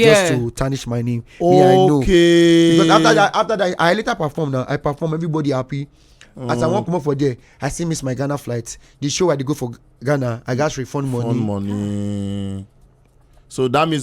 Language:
Nigerian Pidgin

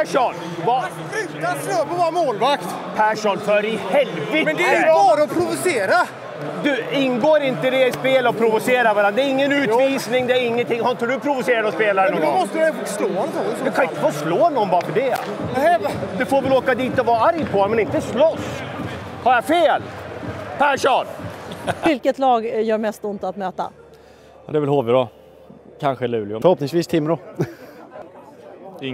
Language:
Swedish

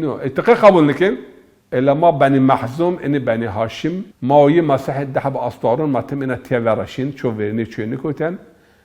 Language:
Zaza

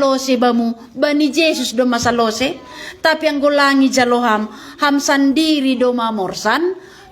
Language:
Batak Simalungun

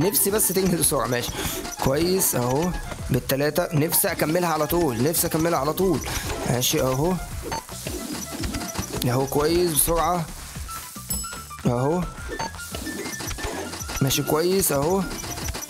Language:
Egyptian Arabic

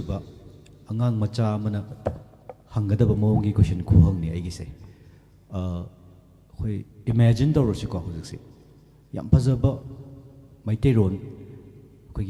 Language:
Manipuri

